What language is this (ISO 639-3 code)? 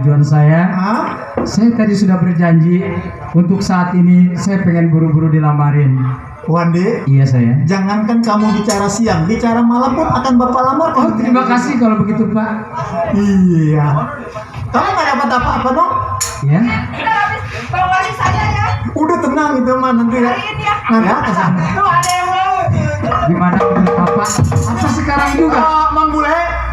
bew